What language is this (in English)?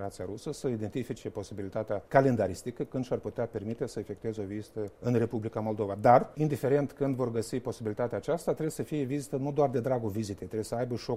Romanian